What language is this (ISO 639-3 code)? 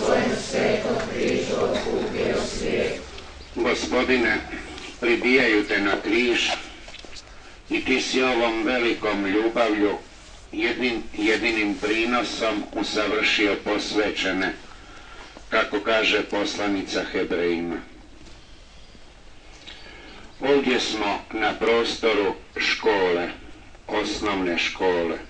hrv